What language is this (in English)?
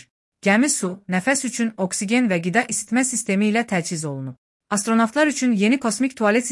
Azerbaijani